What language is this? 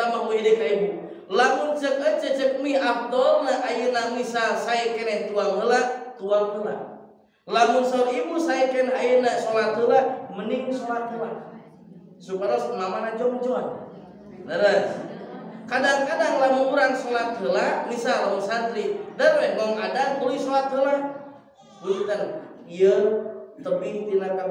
Sundanese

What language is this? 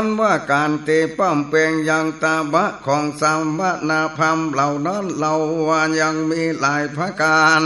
Northern Thai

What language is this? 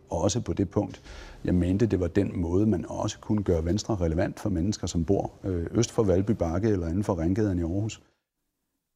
Danish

